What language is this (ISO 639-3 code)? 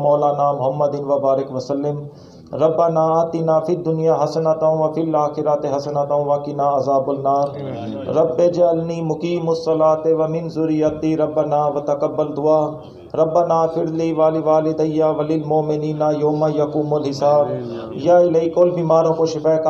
skr